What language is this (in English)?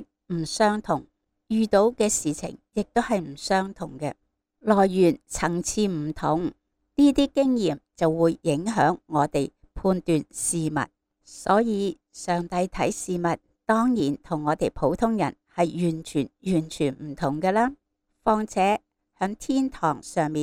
Cantonese